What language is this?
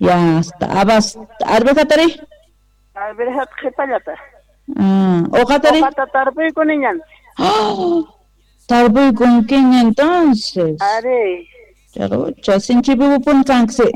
South Bolivian Quechua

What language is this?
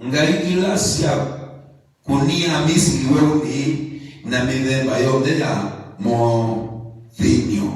Kamba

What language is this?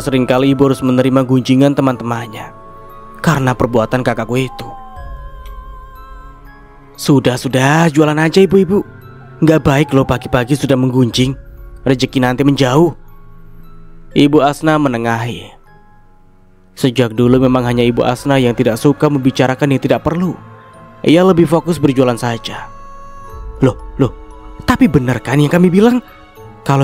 Indonesian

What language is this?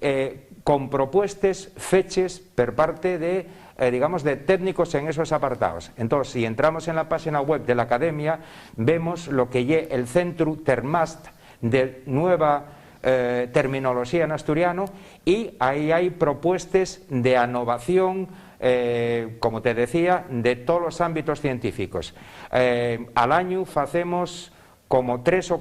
Asturian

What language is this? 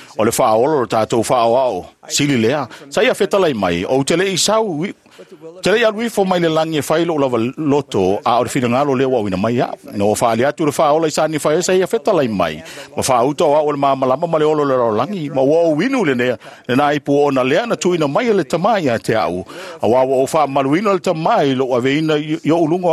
Samoan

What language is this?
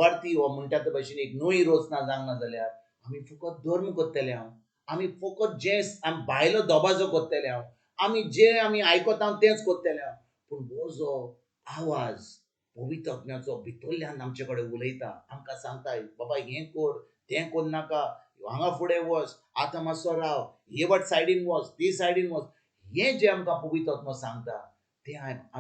Konkani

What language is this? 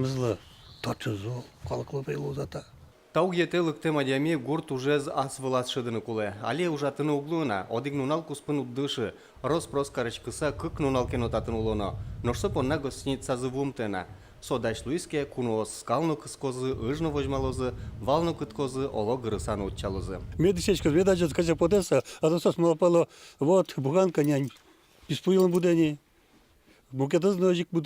Udmurt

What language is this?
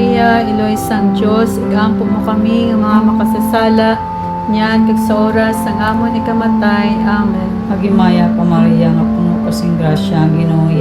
Hiligaynon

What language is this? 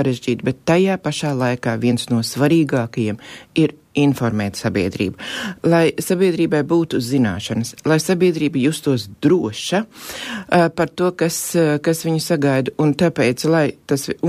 Latvian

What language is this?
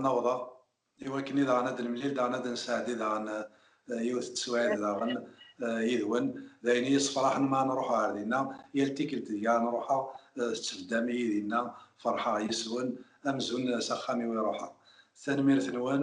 Kabyle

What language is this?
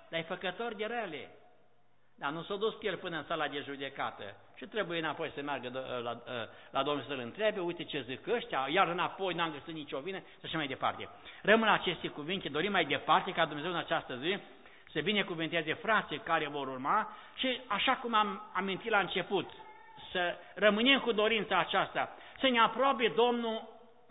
Romanian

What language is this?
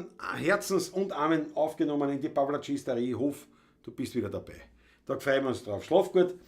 Bavarian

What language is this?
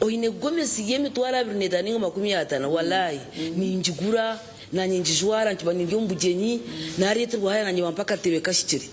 Nyankole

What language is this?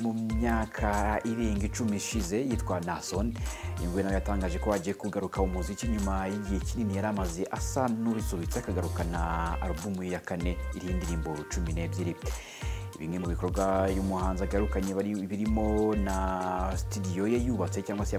Kinyarwanda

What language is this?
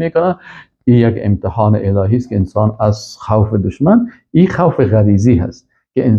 Persian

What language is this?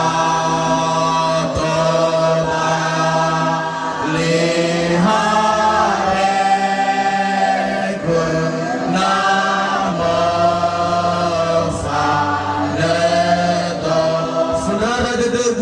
Nias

